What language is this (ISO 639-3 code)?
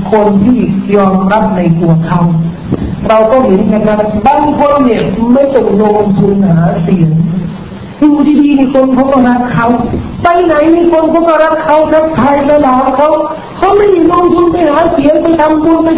tha